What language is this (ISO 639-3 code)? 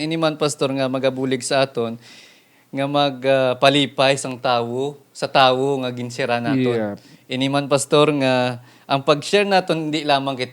hil